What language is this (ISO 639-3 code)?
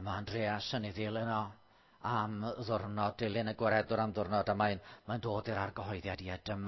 cym